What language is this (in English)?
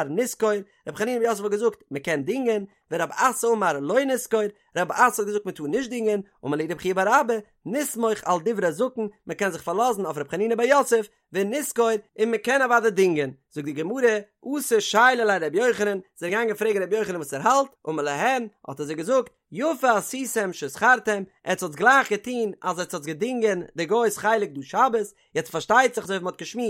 Yiddish